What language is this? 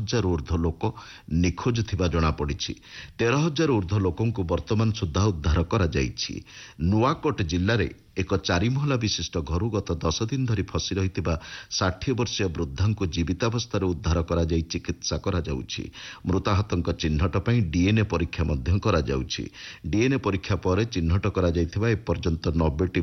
Odia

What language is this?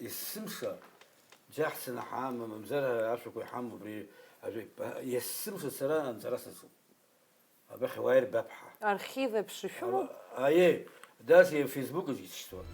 Abkhazian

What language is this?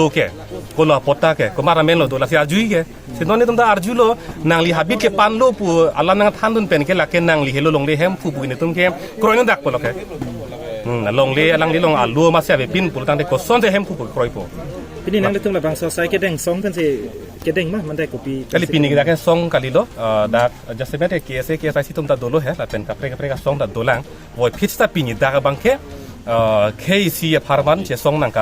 Karbi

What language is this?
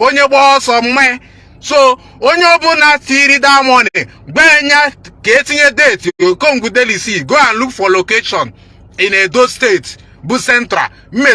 Igbo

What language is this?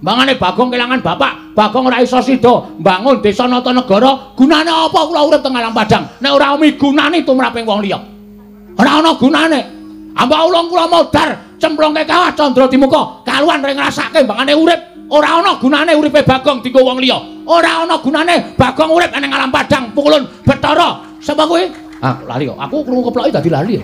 Javanese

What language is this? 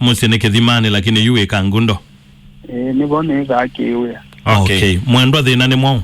Kamba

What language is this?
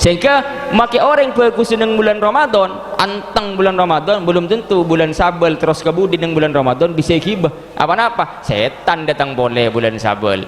Madurese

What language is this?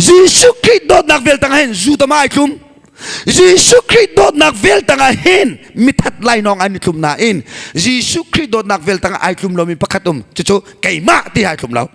Hakha Chin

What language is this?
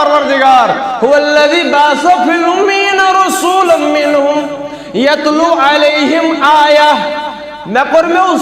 Kashmiri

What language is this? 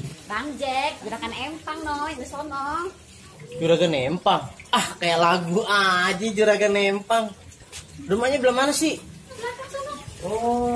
Betawi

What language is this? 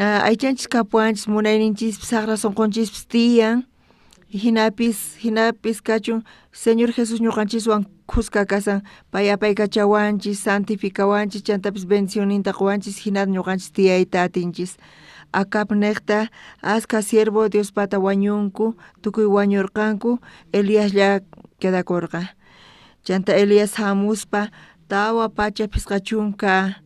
South Bolivian Quechua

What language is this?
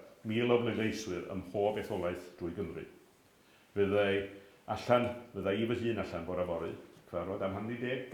Welsh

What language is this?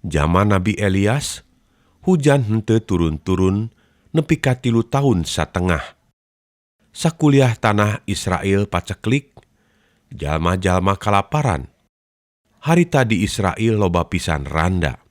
Sundanese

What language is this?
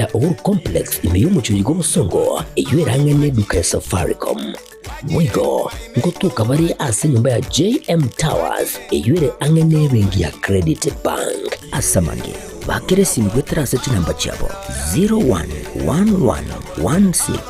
Gusii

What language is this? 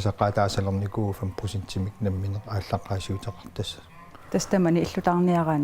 Kalaallisut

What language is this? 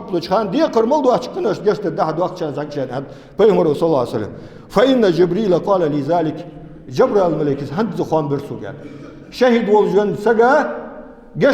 Ingush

